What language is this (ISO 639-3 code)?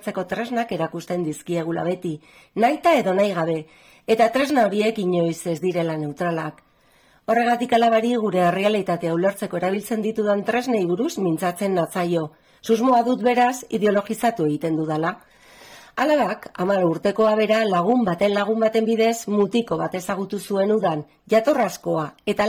eus